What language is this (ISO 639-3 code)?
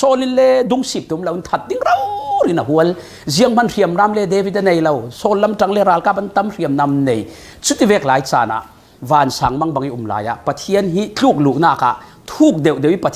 cfm